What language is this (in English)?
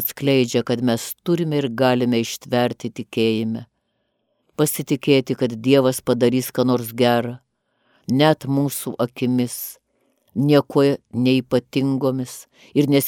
Lithuanian